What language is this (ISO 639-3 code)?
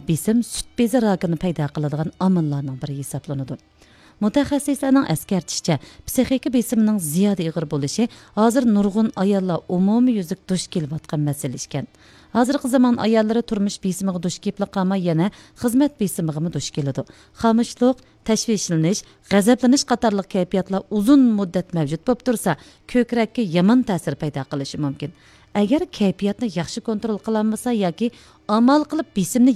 uig